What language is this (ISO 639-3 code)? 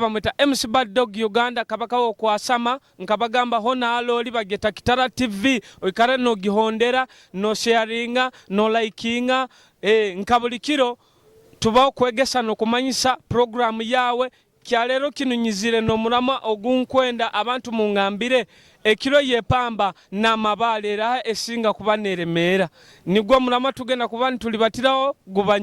nyo